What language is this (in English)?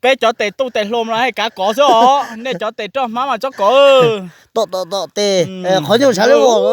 Hmong